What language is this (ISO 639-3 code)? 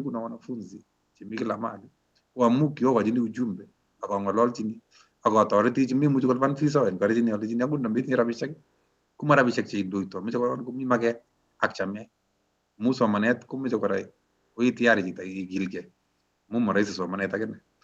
kln